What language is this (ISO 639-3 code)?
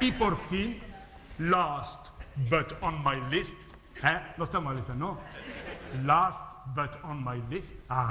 lad